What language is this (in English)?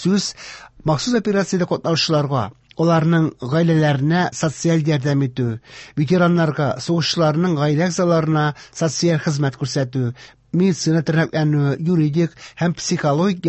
Tatar